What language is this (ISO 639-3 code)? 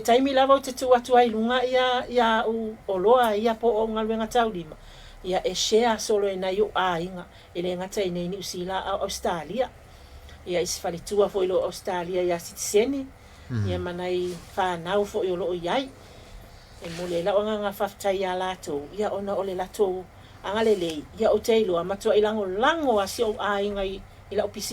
smo